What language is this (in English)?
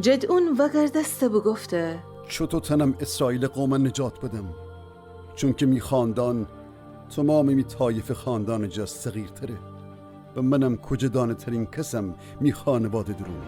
Gilaki